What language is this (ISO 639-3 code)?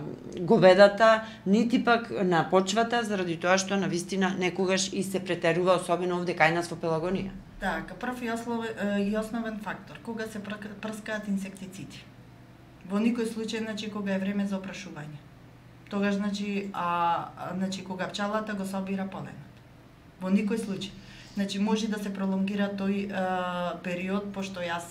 mkd